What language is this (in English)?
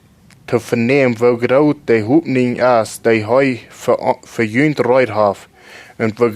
Plautdietsch